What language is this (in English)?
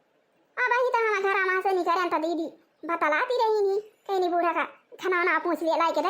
Awadhi